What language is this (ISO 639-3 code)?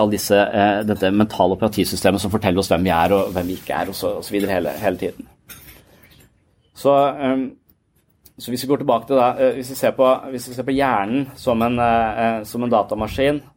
nor